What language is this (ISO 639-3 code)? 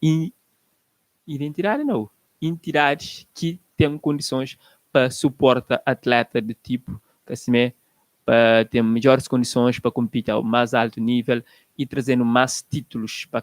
kea